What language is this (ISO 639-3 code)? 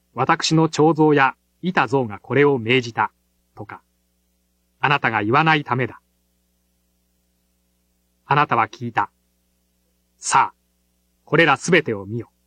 jpn